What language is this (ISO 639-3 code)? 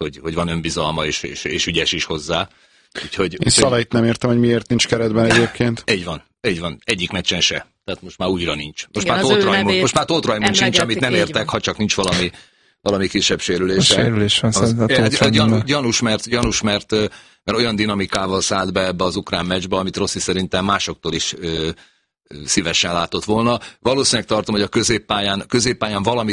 hun